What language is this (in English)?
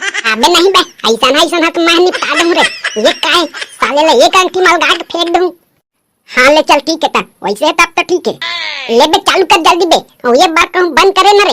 Chhattisgarhi